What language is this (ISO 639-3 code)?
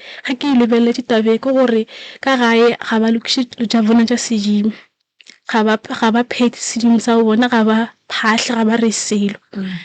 nso